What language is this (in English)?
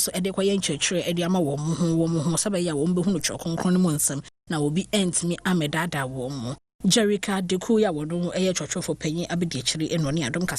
Akan